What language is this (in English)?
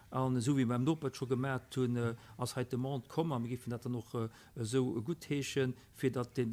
Luxembourgish